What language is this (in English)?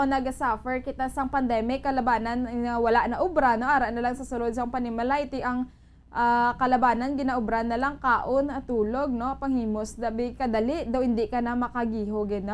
Hiligaynon